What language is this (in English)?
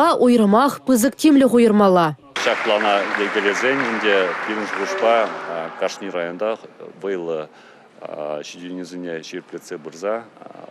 Chuvash